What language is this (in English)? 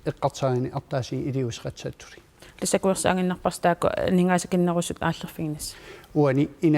Kalaallisut